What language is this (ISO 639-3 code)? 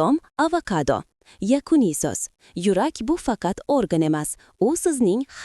uzb